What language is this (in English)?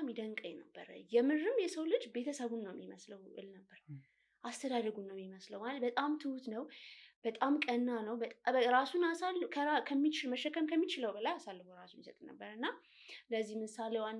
Amharic